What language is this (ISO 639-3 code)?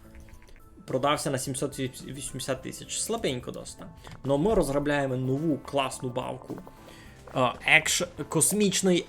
rue